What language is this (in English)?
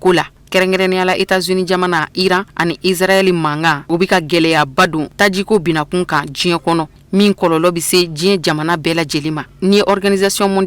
Bambara